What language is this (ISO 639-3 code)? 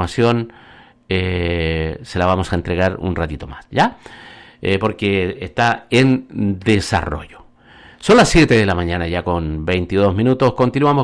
spa